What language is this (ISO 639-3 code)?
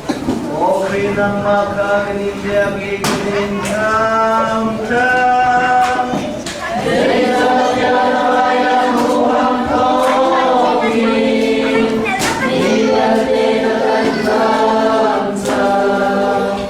cnh